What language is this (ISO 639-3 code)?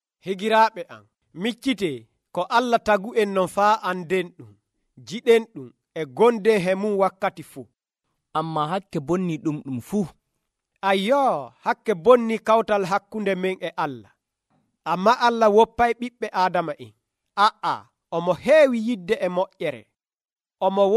fuv